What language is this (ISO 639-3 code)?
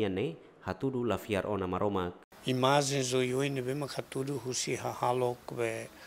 tet